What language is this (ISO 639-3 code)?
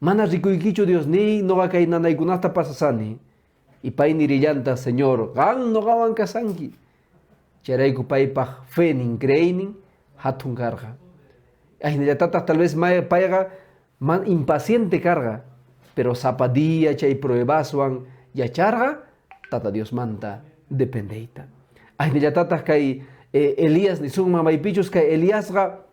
que